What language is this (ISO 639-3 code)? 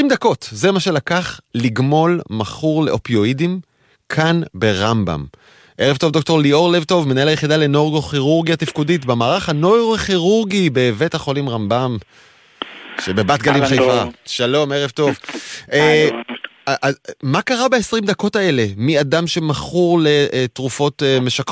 heb